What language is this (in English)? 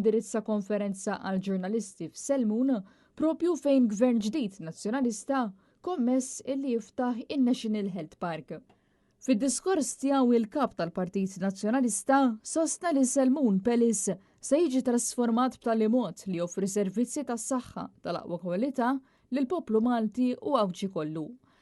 Maltese